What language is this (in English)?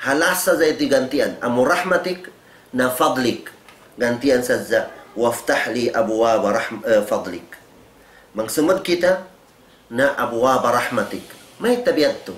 Tausug